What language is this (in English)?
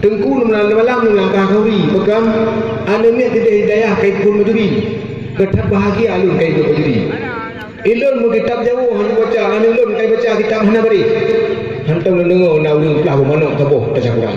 Achinese